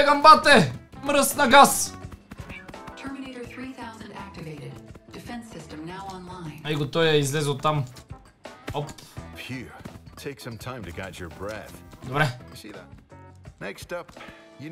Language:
Bulgarian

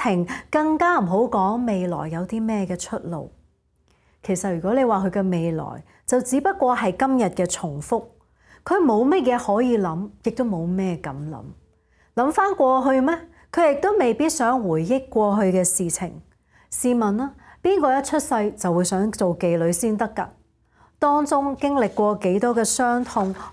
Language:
Cantonese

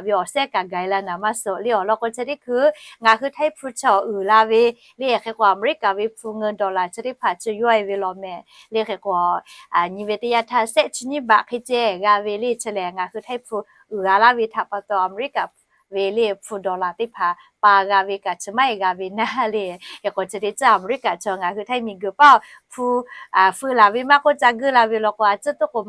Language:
Lahu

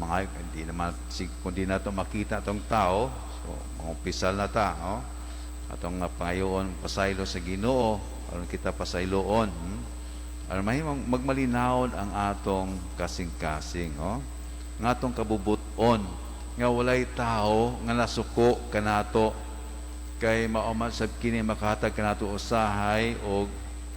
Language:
Cebuano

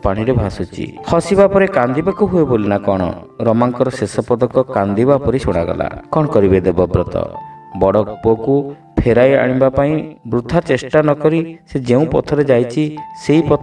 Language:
Odia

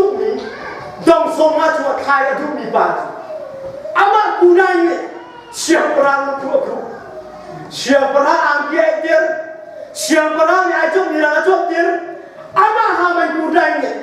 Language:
Hakha Chin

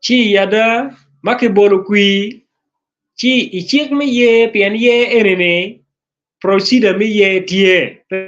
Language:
Acoli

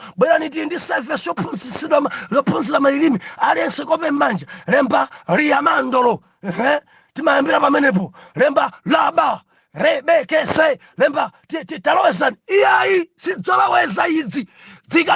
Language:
Nyanja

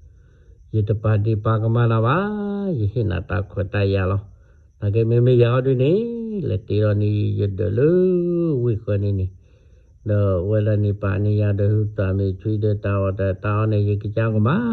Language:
S'gaw Karen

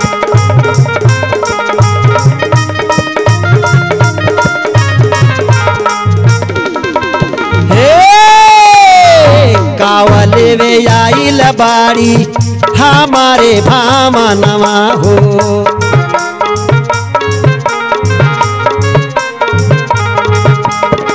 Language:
Bhojpuri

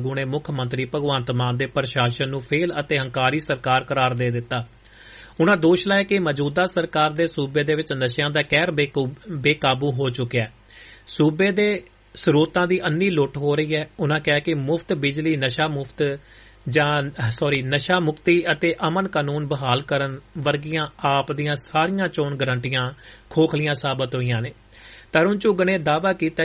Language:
Punjabi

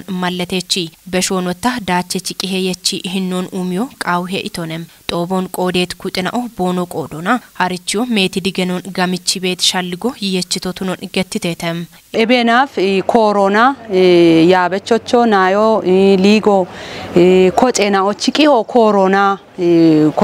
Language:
Kafa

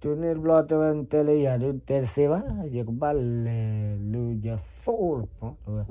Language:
S'gaw Karen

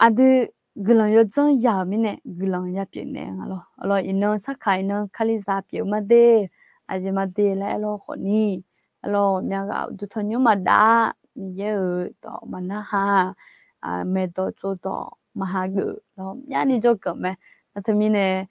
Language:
Akha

